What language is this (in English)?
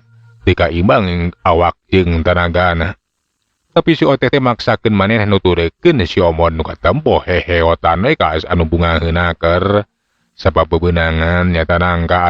Sundanese